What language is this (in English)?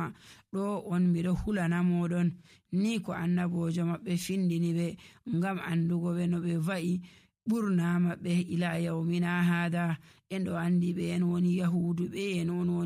Nigerian Fulfulde